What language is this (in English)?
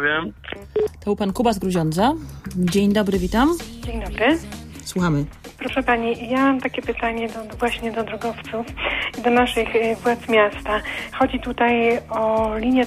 Polish